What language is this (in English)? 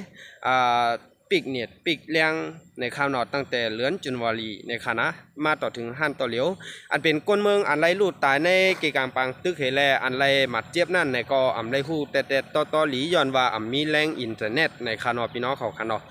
Shan